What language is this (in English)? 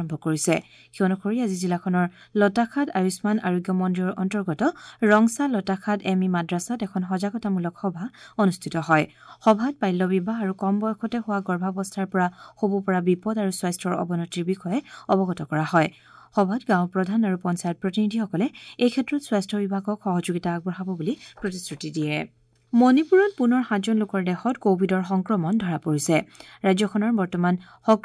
Assamese